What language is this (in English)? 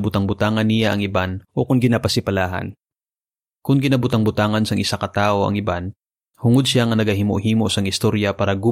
Hiligaynon